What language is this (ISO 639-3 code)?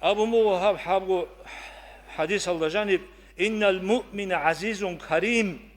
ava